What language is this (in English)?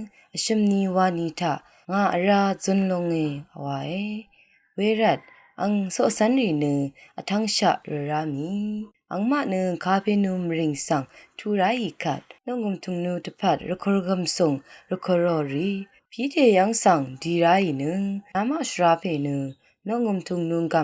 Rawang